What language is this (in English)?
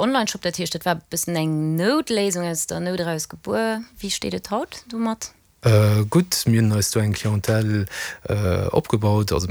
Luxembourgish